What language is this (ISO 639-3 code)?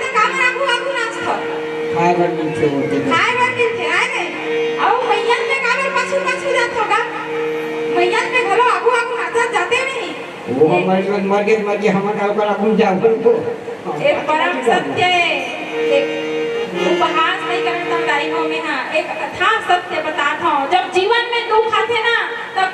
hne